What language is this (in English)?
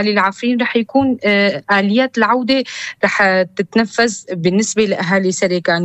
North Levantine Arabic